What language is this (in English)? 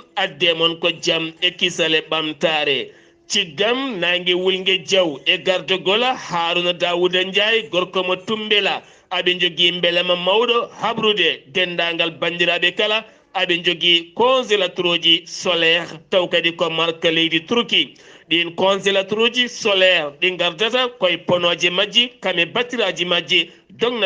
Fula